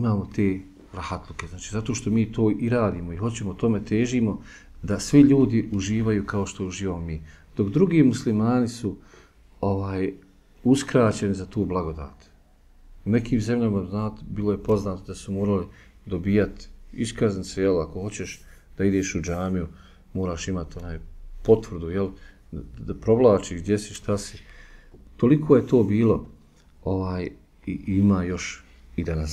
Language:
Bosnian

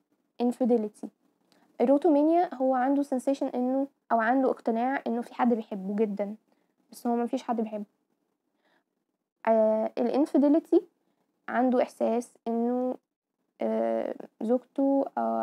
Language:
Egyptian Arabic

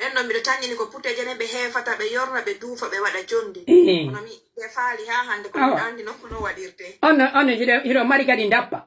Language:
Pular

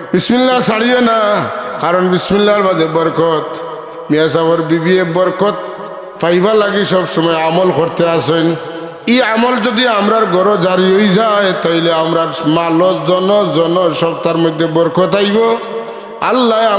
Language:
Sylheti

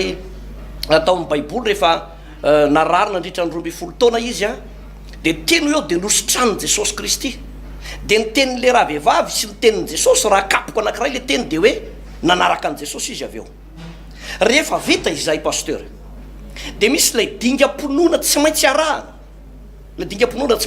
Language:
Malagasy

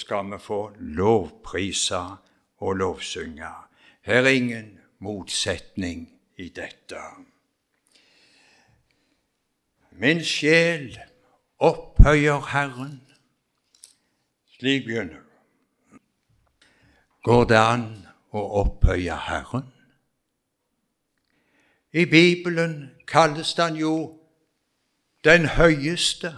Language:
Norwegian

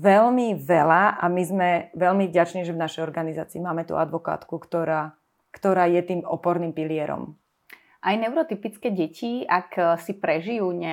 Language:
Slovak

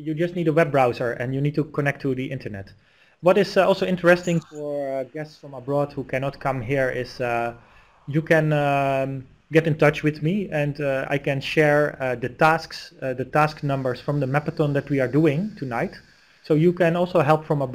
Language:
English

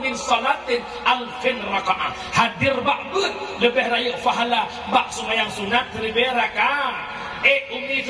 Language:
Achinese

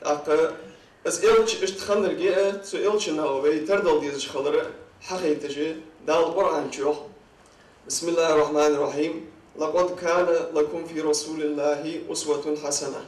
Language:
Ingush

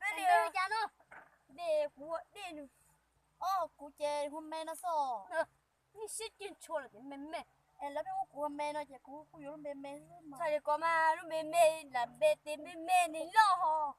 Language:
Hmong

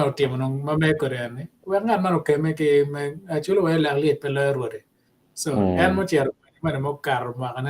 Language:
Acoli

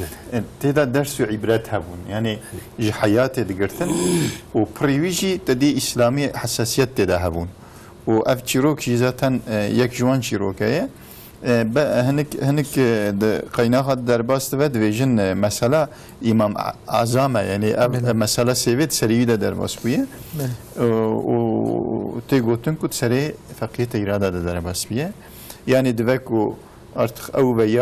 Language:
Kurdish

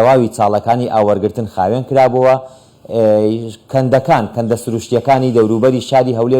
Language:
Central Kurdish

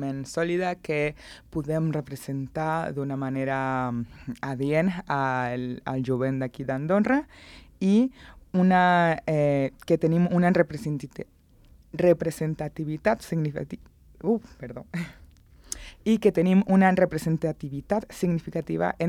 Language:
Catalan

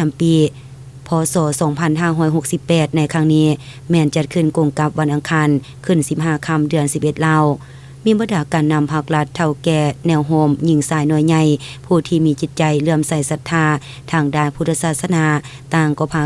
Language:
Lao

